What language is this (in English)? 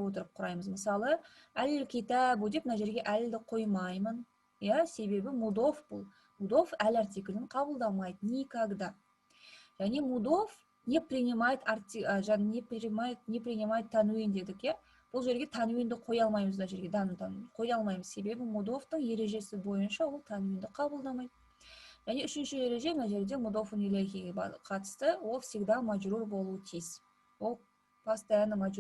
Kazakh